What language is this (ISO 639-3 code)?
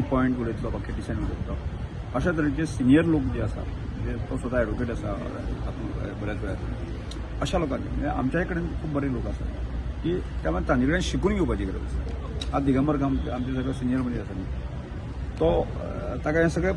kok